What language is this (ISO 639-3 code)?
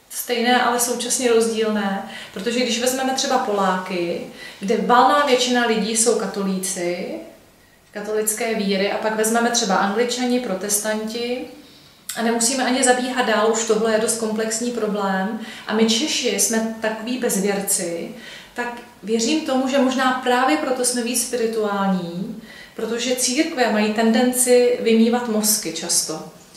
ces